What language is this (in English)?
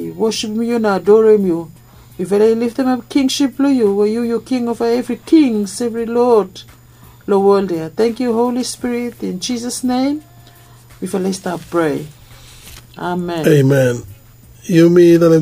Bislama